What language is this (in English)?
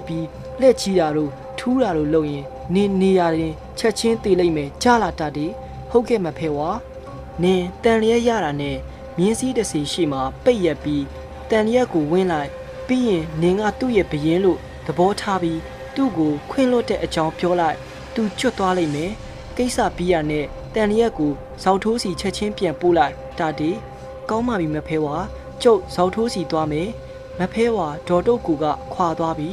Burmese